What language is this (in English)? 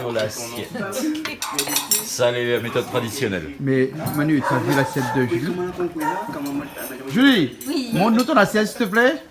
Réunion Creole French